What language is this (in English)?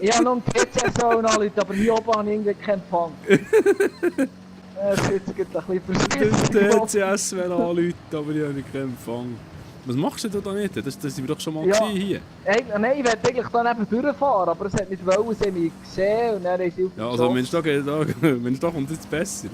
Swiss German